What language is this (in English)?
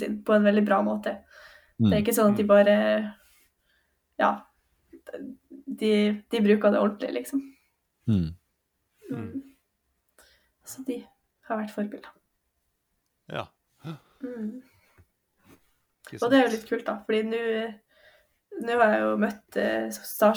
Norwegian